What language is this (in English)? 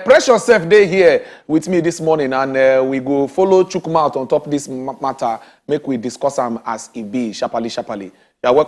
Nigerian Pidgin